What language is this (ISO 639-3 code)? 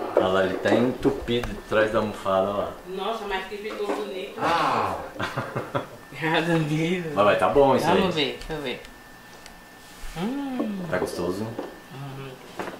por